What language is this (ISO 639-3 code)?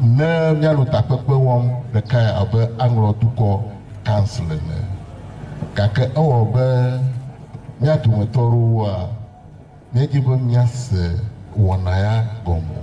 ewe